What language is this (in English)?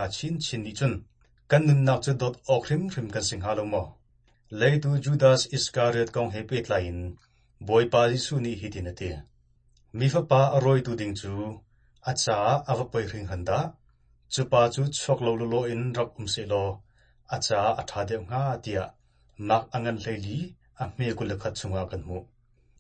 Hakha Chin